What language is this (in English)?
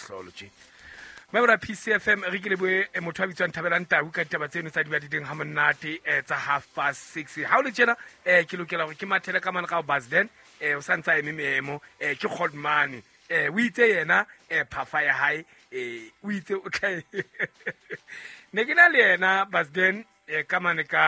Southern Sotho